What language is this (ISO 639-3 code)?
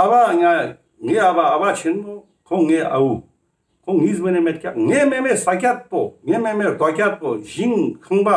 lbj